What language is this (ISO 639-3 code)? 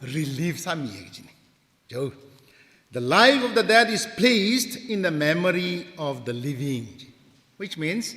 nmf